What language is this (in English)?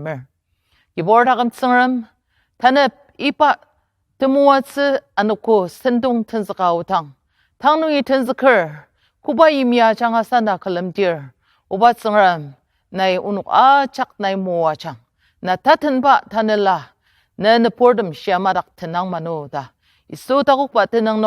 Ao Naga